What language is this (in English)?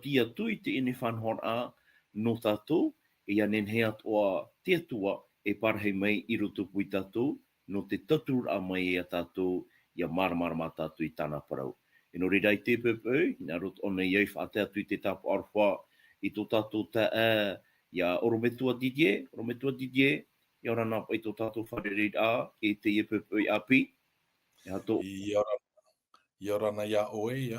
Tahitian